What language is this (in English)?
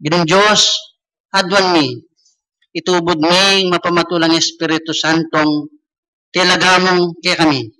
Pampanga